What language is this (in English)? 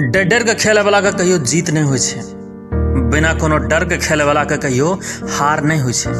Maithili